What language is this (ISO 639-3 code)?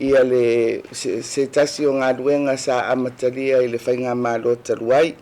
smo